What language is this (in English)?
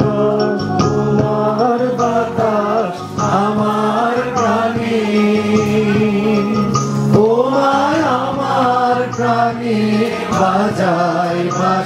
Bangla